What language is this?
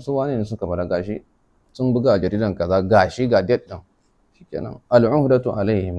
Hausa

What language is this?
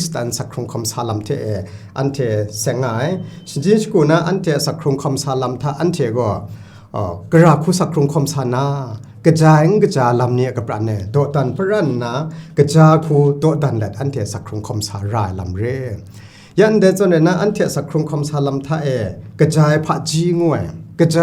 Kachin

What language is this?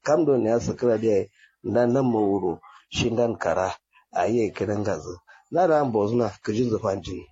Kanuri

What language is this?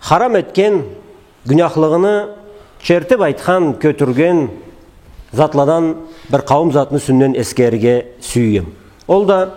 Karachay-Balkar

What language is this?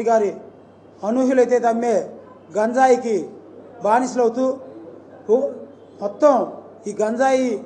Telugu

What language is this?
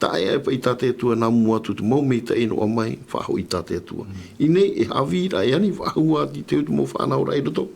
Tahitian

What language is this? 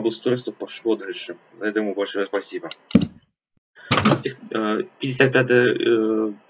Russian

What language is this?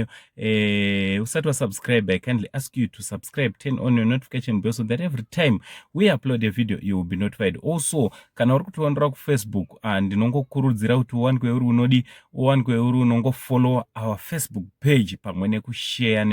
Shona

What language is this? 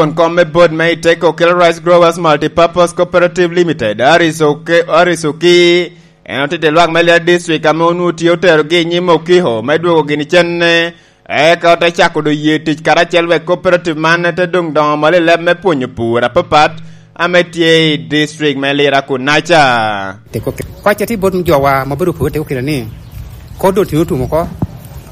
Lango (Uganda)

